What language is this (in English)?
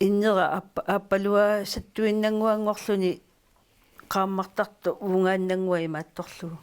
Kalaallisut